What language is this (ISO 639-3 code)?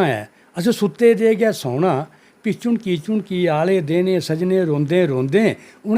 doi